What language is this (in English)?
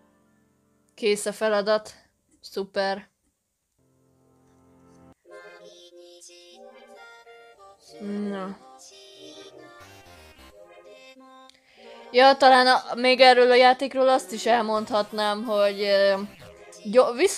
Hungarian